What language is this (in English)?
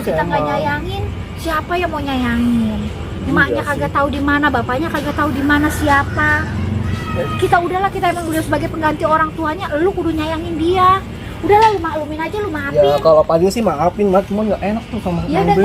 Betawi